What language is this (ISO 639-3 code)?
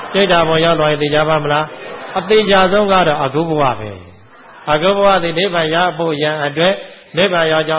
mya